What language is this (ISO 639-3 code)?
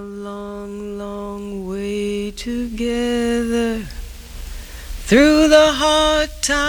tur